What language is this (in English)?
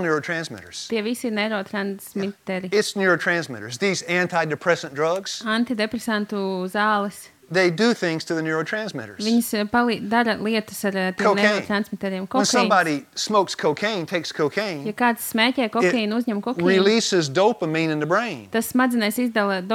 Latvian